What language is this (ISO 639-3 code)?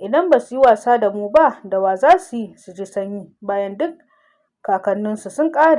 hau